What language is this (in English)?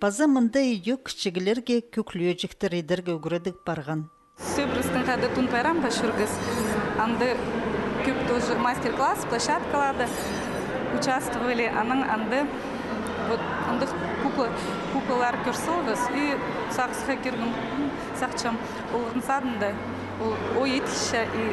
Khakas